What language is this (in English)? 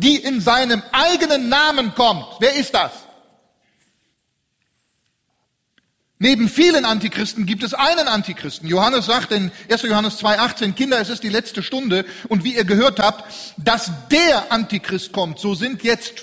German